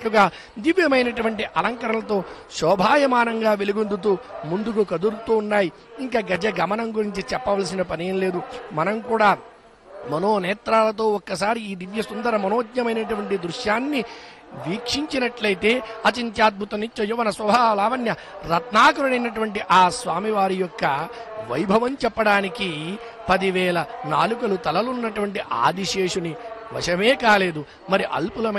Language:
Telugu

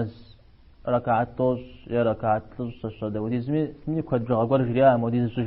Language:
Kabardian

